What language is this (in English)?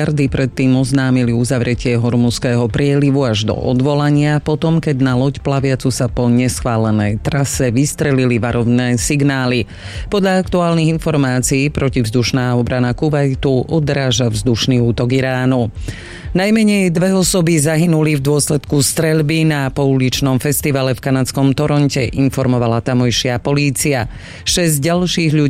Slovak